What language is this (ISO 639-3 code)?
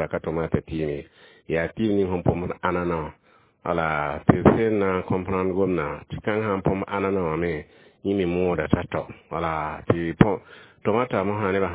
mos